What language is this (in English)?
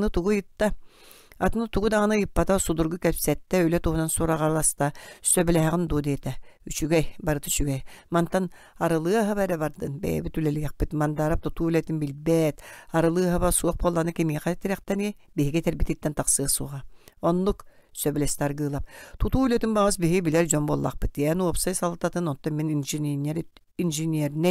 Yakut